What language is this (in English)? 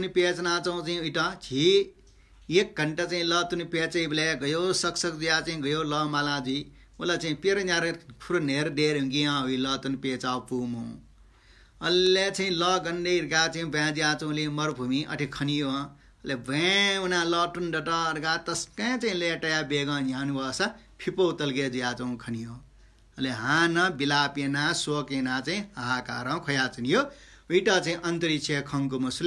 Newari